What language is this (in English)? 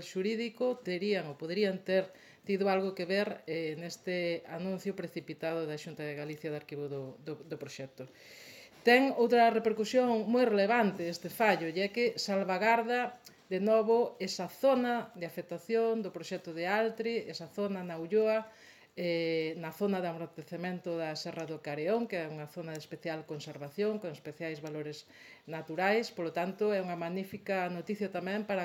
Galician